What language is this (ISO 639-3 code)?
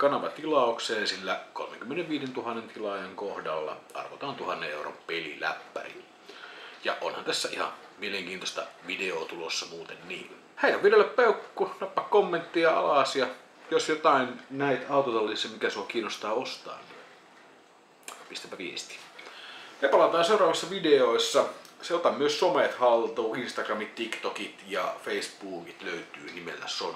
fin